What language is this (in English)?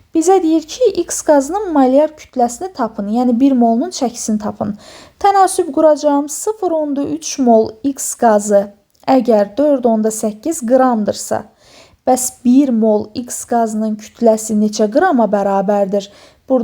Azerbaijani